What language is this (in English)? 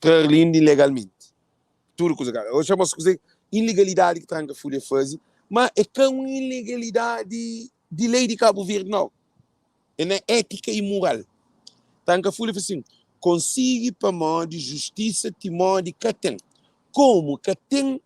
Kabuverdianu